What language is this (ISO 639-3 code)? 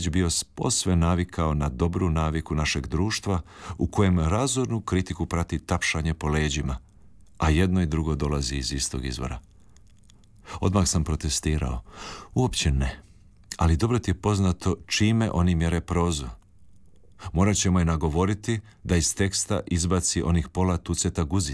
hrv